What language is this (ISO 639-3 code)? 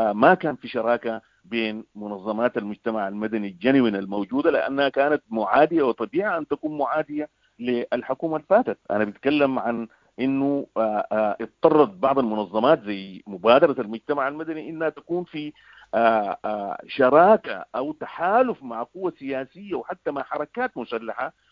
apd